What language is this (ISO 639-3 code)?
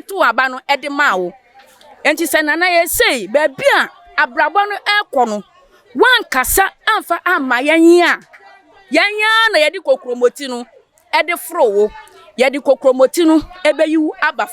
aka